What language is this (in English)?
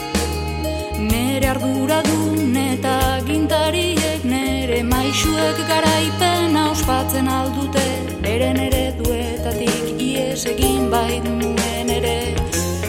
Basque